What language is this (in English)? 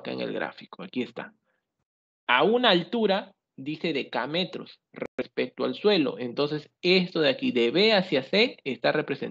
Spanish